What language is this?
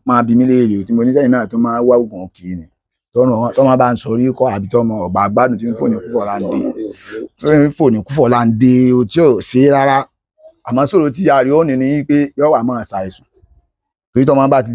Yoruba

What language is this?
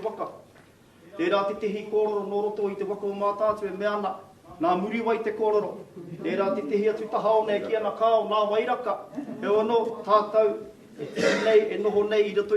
Māori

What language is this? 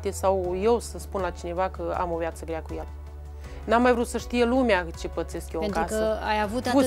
Romanian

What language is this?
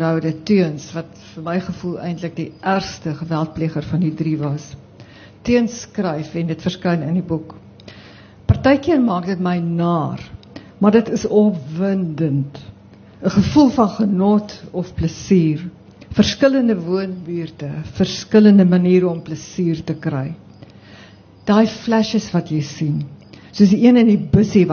Afrikaans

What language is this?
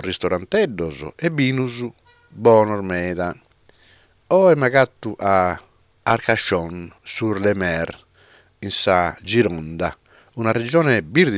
Sardinian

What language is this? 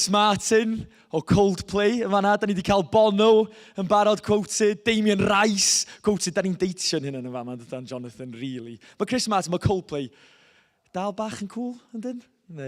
Welsh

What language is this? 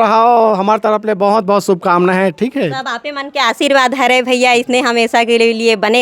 Chhattisgarhi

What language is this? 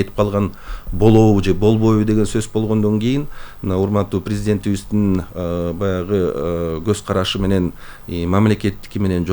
Kyrgyz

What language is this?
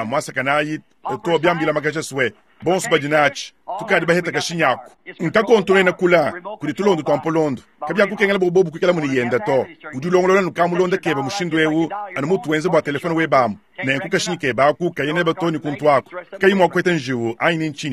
Luba-Lulua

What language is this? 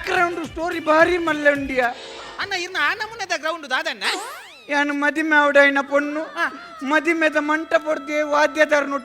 Tulu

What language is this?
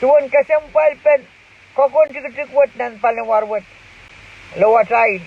Pohnpeian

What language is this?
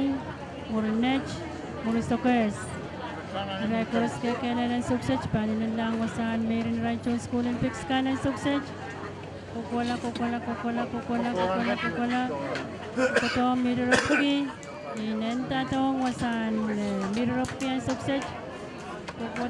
Pohnpeian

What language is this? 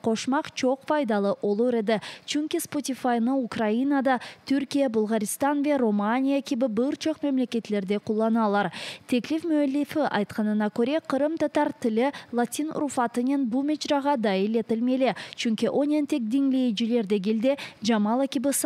Crimean Tatar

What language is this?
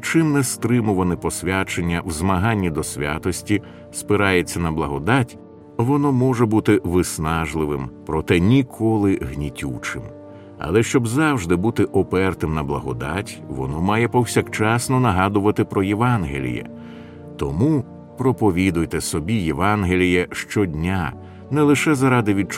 Ukrainian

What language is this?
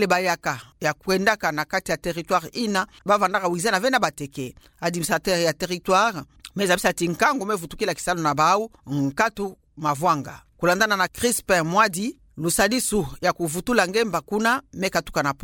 Kituba (Democratic Republic of Congo)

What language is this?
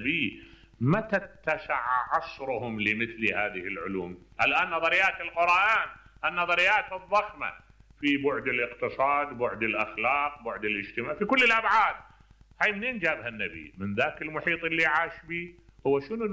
Mesopotamian Arabic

